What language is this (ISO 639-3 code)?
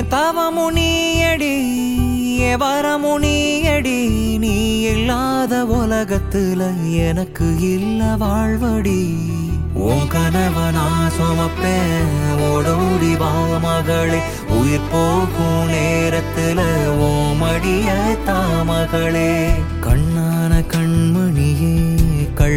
tam